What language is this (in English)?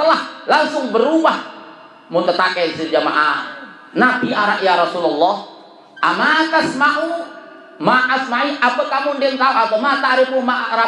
Sasak